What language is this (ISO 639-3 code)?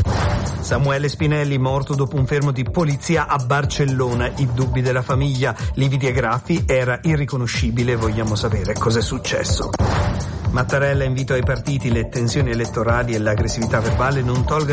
ita